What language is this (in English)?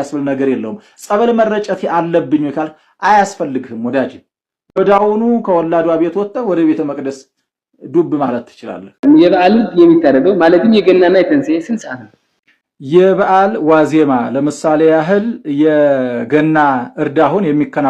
Amharic